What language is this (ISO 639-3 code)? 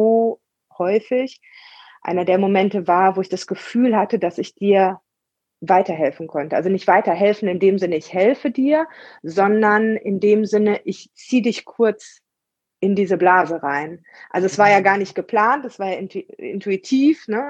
deu